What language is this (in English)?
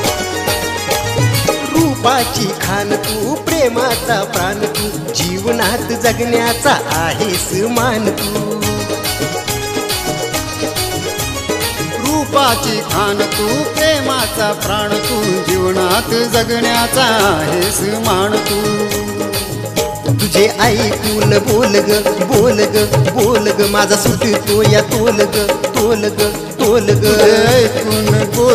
Marathi